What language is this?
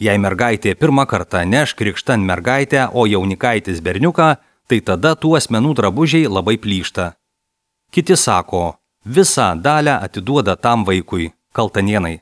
Lithuanian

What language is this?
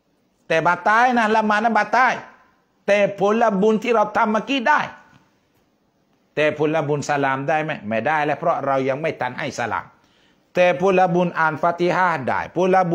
Thai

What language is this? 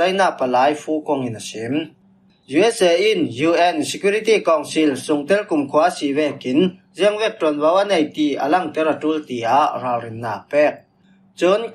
Falam Chin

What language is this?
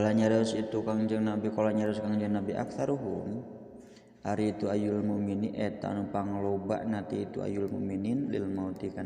Sundanese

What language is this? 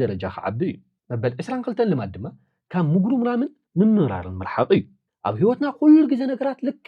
Tigrinya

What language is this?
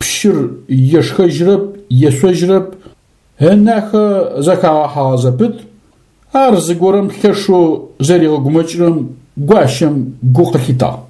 Adyghe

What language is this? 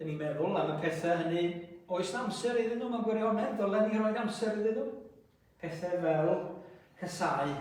Welsh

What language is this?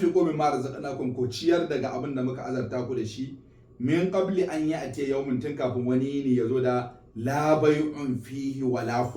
Hausa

